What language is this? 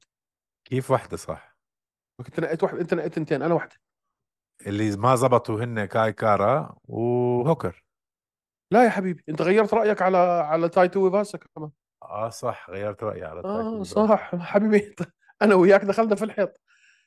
North Levantine Arabic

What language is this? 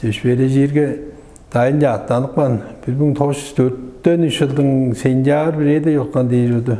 Tuvinian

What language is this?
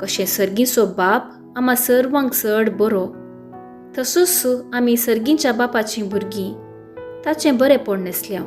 Konkani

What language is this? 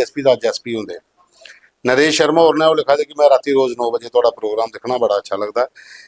Dogri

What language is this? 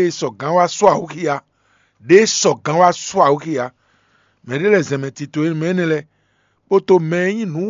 Fon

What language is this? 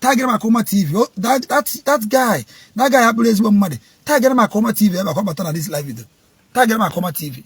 Igbo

